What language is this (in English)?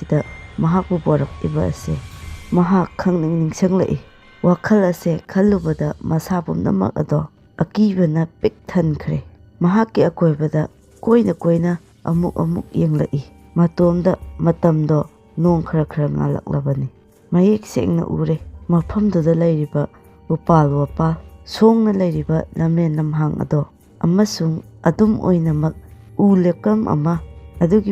Manipuri